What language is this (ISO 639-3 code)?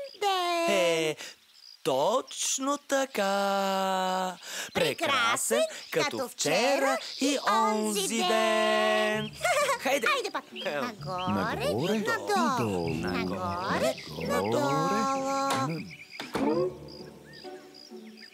bul